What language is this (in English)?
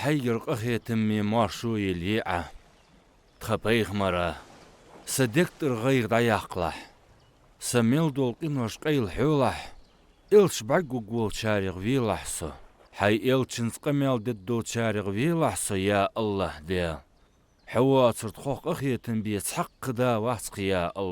Ingush